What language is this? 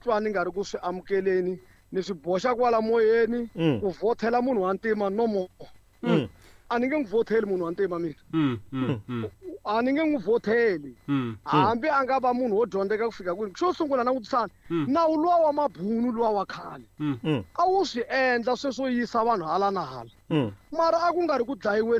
Tsonga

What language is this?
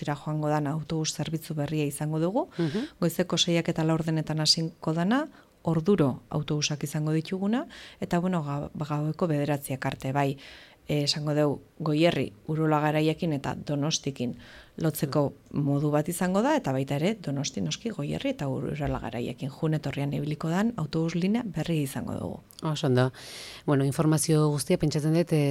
Basque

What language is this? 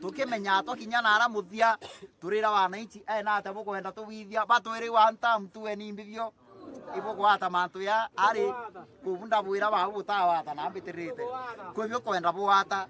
Meru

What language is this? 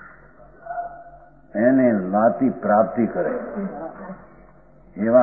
Gujarati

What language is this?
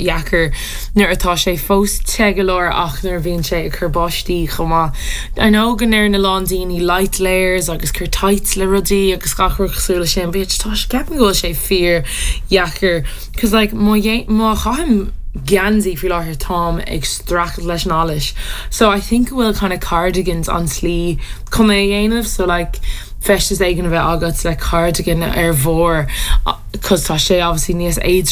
Irish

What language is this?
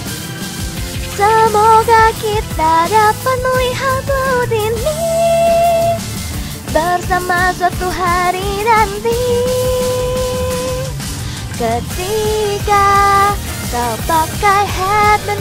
Indonesian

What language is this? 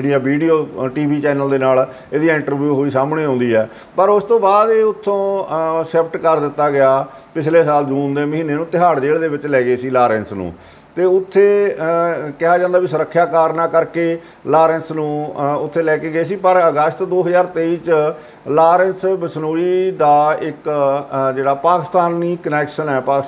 Punjabi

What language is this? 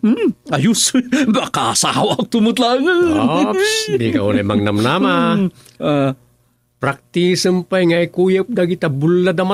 Iloko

